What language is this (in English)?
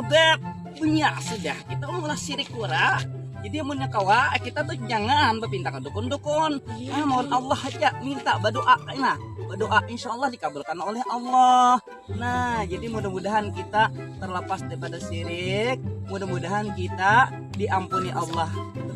Banjar